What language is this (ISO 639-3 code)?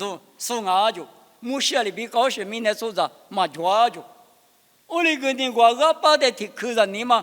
lis